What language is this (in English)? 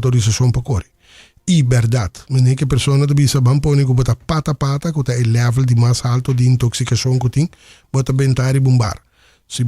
Papiamento